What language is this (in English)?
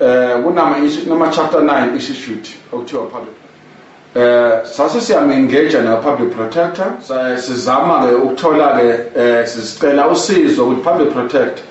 Zulu